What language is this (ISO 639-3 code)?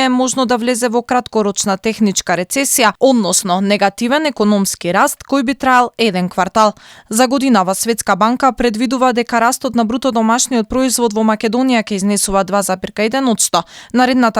mkd